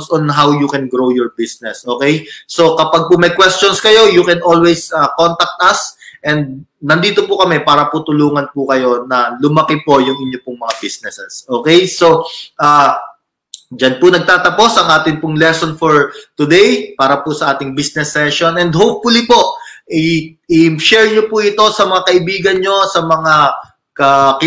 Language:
Filipino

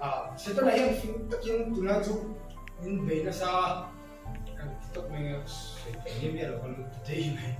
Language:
Mizo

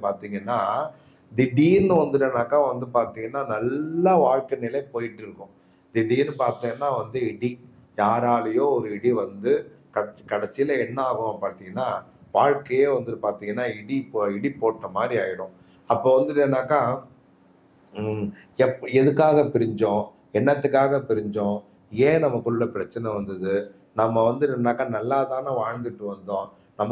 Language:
Tamil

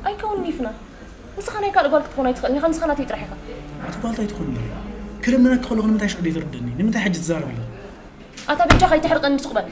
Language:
Tigrinya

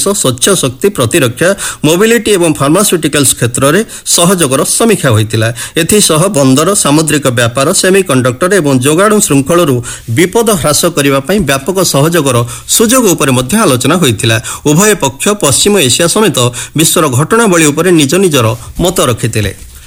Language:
Odia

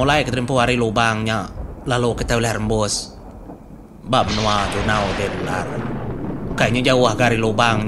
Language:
Iban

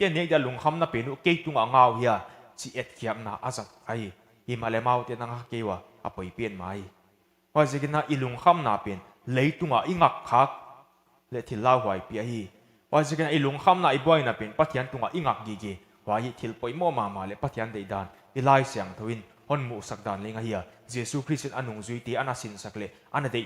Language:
Paite Chin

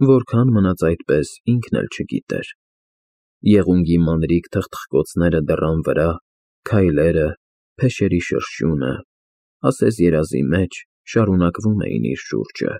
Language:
Armenian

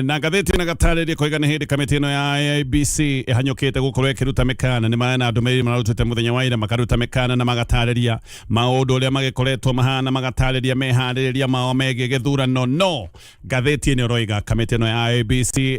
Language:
Kikuyu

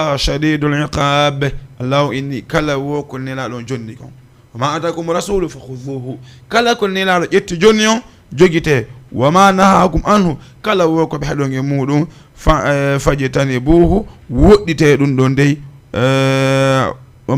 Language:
Fula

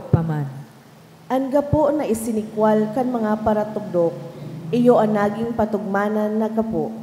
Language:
Bikol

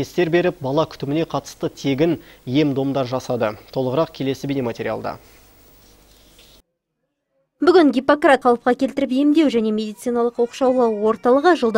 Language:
Kazakh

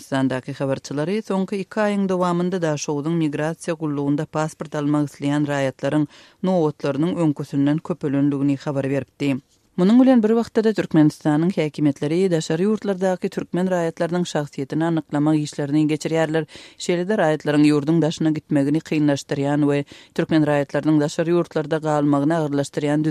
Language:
Turkmen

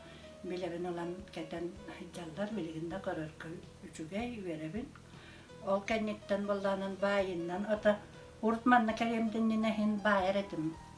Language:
Yakut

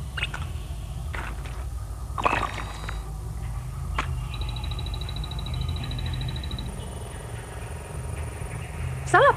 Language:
Finnish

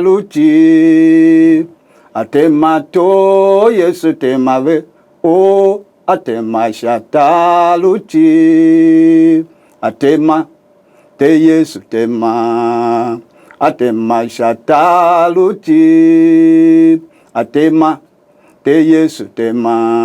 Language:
Tiv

